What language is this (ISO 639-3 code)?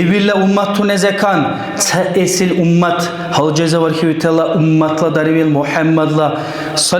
dar